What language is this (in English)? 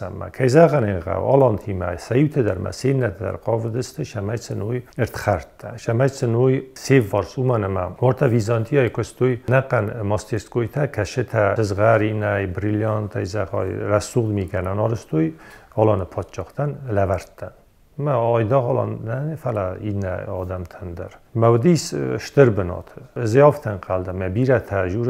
Ossetic